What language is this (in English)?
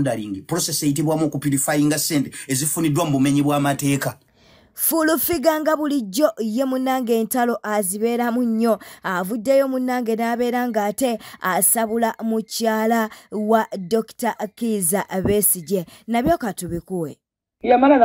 Ganda